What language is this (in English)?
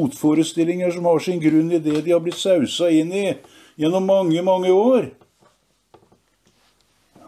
Norwegian